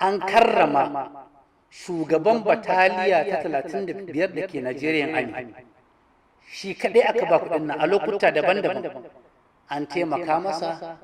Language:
Hausa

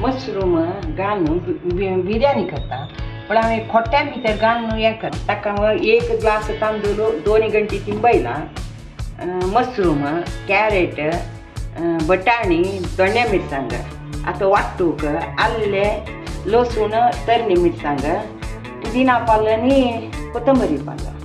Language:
Konkani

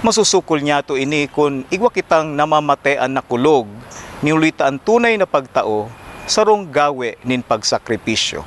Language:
Bikol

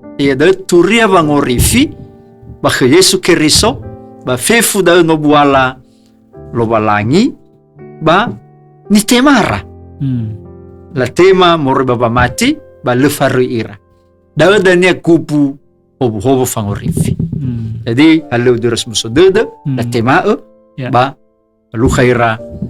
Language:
Nias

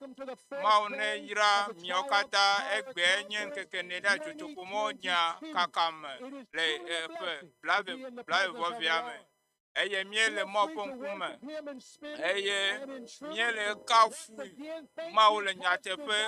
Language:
Ewe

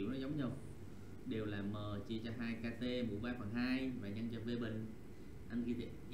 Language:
Vietnamese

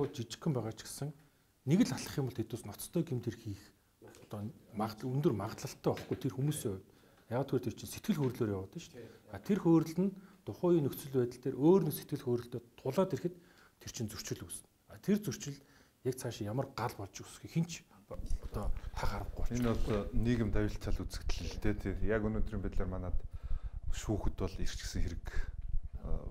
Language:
Mongolian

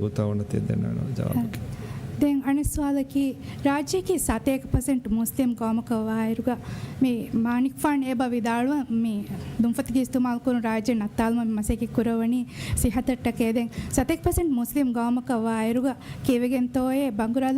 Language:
Divehi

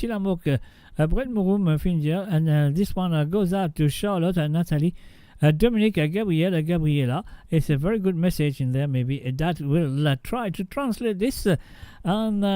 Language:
Morisyen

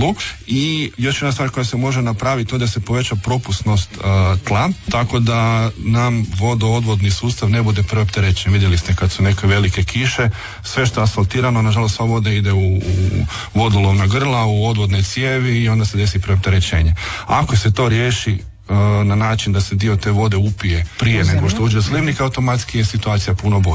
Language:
Croatian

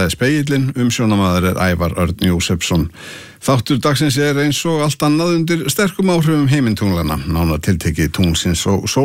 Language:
Icelandic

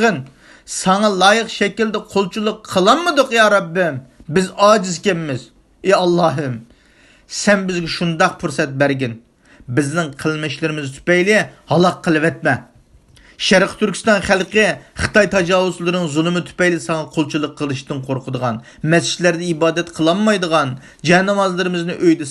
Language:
Uyghur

